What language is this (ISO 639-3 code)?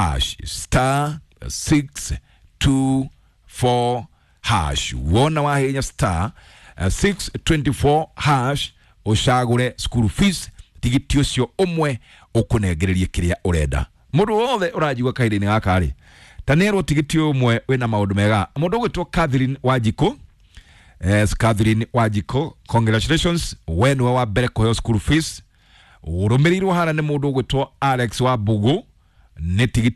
kik